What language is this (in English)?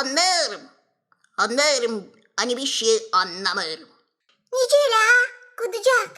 Gagauz